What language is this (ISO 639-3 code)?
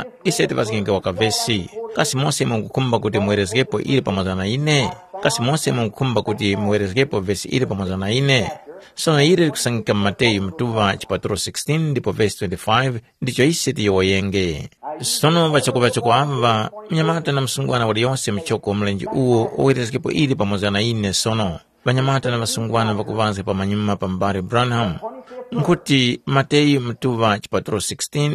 tum